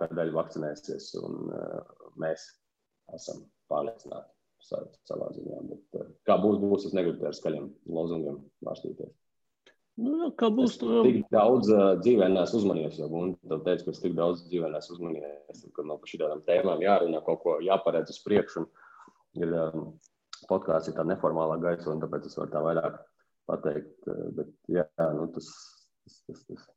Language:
Latvian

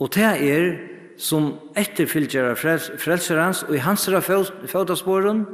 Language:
Faroese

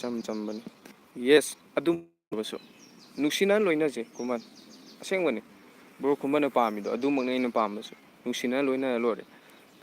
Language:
Manipuri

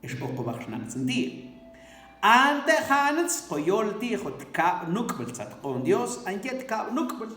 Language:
Mam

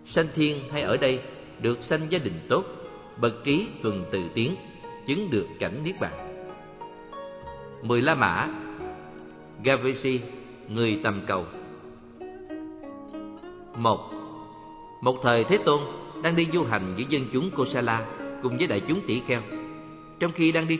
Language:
Vietnamese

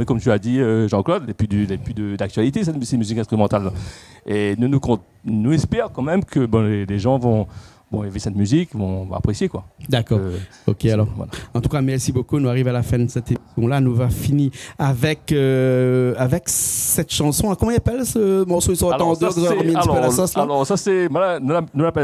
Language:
Réunion Creole French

